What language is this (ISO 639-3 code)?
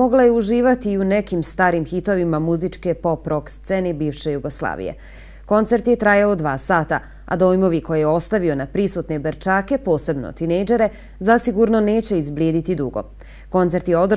bos